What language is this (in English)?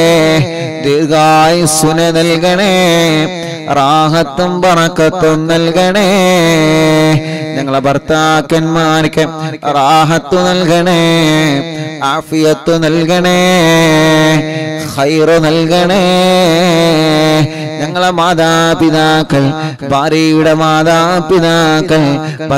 Malayalam